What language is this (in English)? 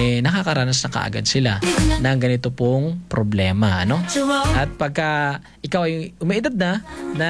Filipino